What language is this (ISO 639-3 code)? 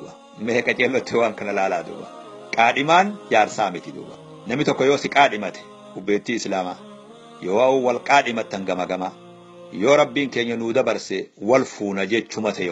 orm